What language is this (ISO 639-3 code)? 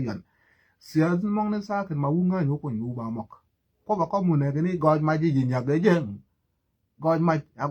nus